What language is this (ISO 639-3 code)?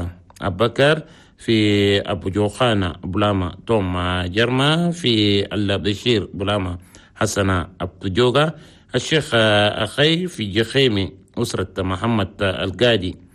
shu